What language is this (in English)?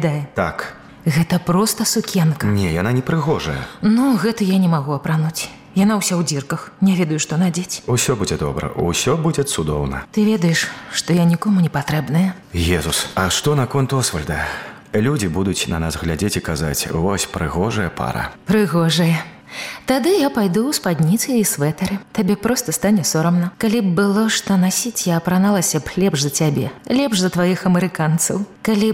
Belarusian